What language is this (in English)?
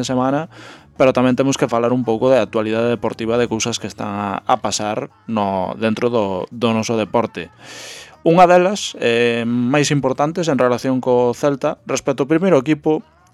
Galician